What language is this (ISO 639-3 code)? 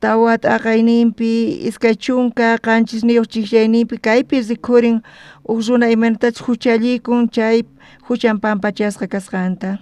quh